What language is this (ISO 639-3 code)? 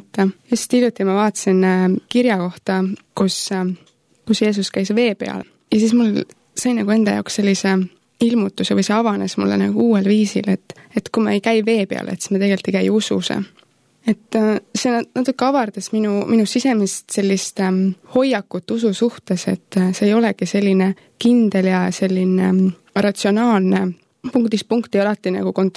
est